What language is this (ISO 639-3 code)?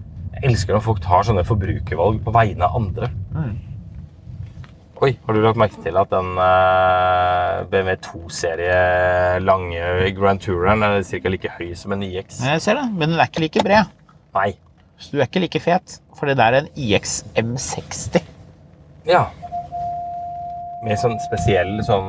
nor